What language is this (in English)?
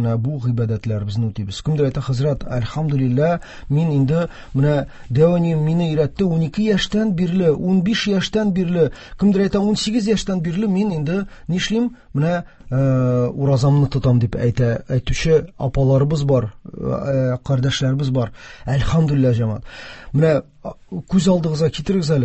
Tatar